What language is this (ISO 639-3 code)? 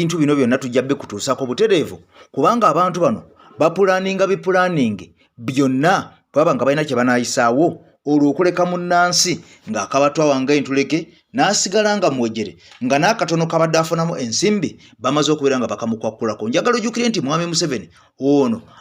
lug